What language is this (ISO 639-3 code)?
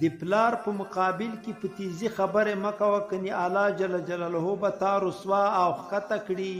pus